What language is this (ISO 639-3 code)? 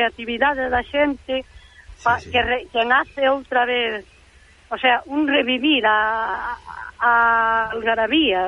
glg